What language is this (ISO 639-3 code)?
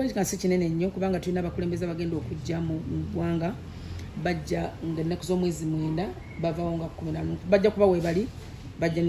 lug